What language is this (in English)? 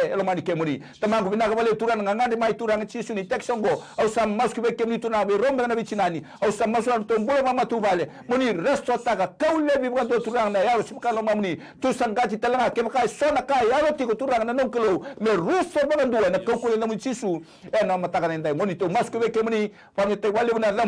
Fijian